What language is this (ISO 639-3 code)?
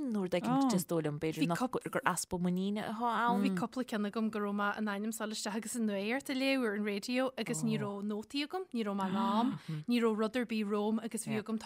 gle